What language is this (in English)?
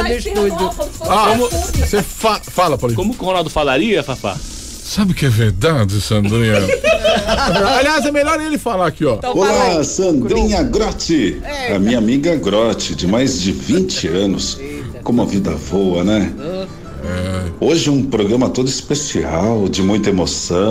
Portuguese